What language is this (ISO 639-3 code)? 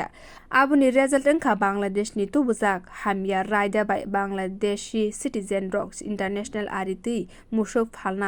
trp